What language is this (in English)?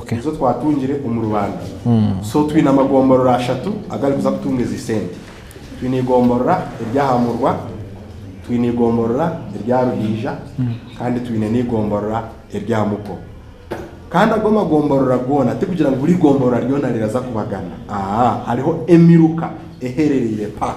Nyankole